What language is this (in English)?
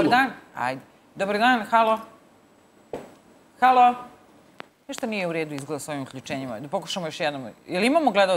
Serbian